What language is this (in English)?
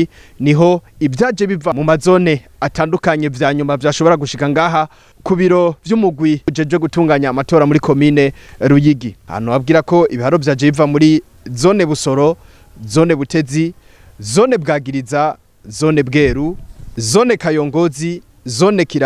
Rundi